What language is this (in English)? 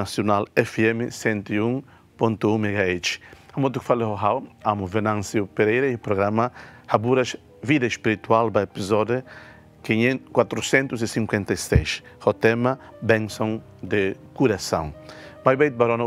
Tetum